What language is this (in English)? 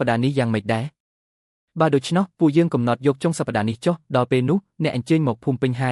Khmer